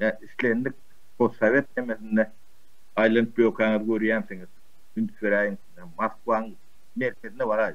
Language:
Turkmen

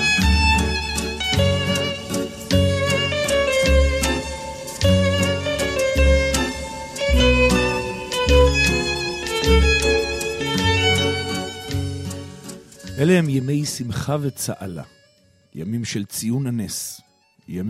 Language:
Hebrew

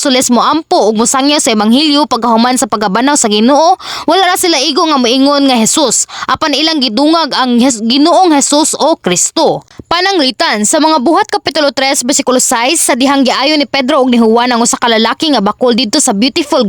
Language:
Cebuano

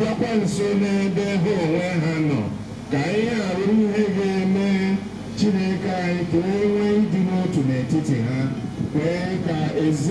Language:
Igbo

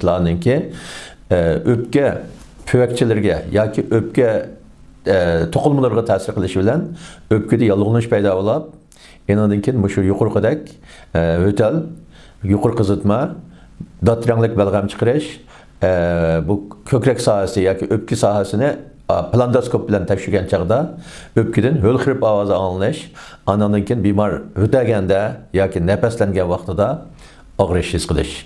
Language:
Uyghur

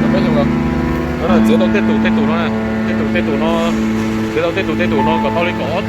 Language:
Hmong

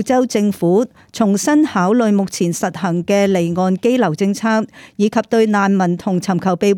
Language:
Cantonese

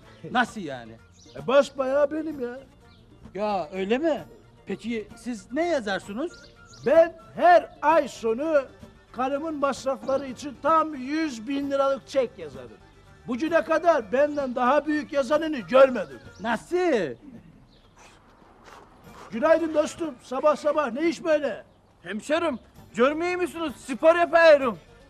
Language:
Turkish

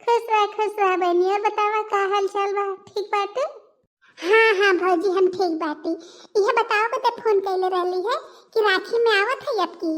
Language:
Bhojpuri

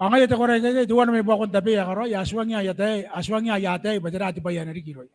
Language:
Gilbertese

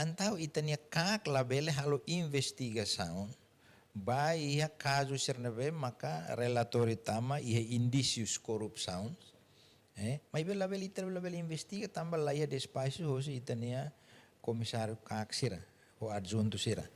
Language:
Tetum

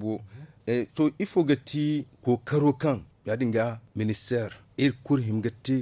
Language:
Zarma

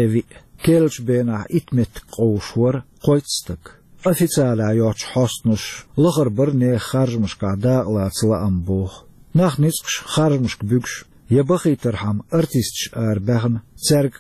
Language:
Chechen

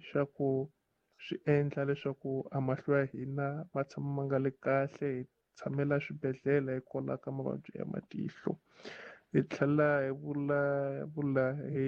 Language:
Tsonga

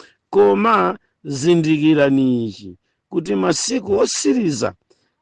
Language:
Nyanja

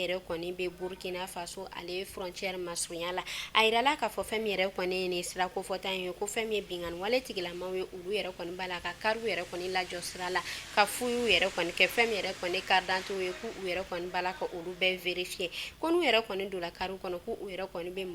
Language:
Bambara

